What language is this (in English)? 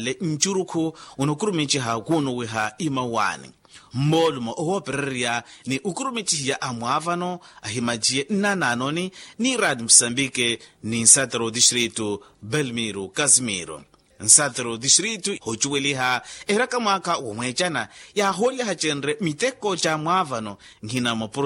Makhuwa